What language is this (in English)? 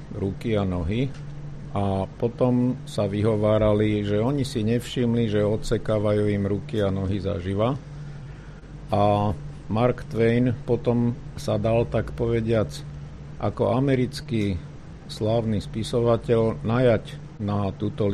Slovak